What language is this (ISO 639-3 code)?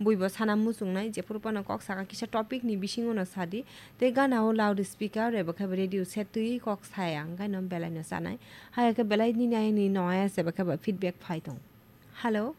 trp